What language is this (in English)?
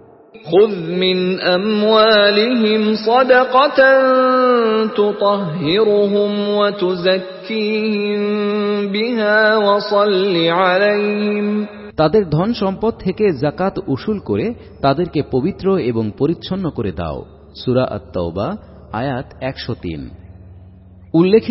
Bangla